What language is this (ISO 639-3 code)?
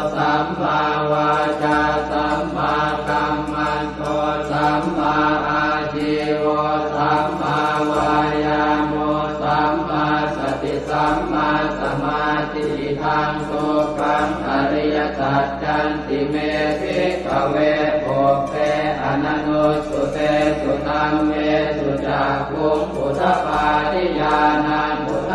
pli